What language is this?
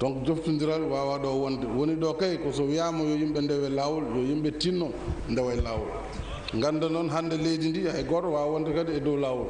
Fula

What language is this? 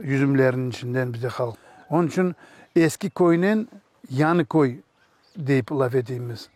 Crimean Tatar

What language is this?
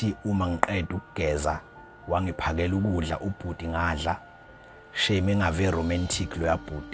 Zulu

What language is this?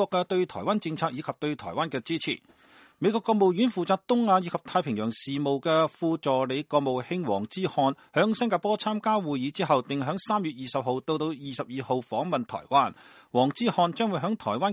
Cantonese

